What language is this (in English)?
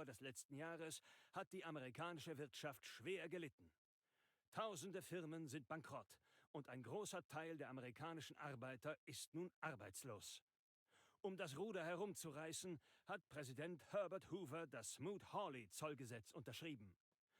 Bavarian